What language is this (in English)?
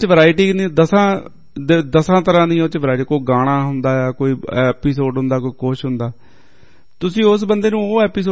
Punjabi